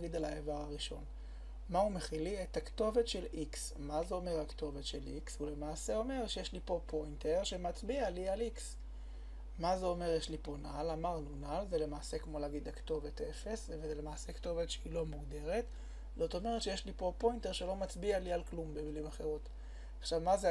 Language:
Hebrew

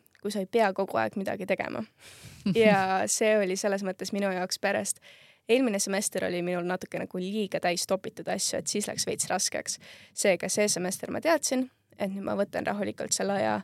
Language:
Estonian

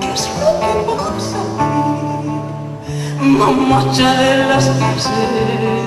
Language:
Ayacucho Quechua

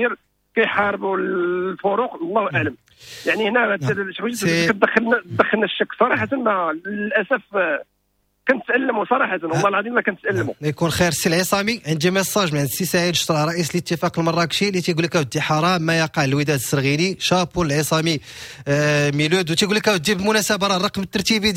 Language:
Moroccan Arabic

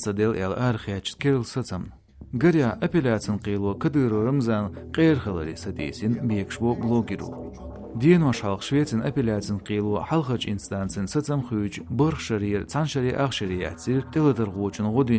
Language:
Chechen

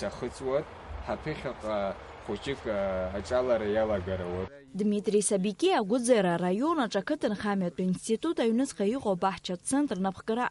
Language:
Abkhazian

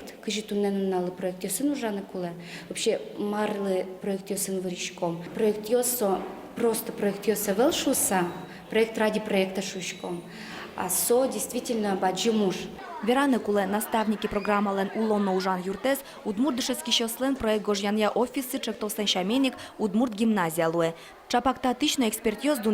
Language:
Udmurt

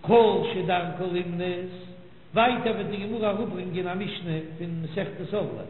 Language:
Yiddish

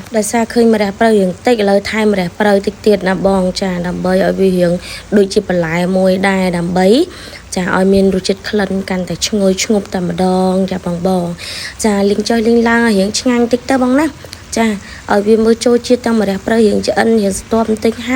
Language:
Khmer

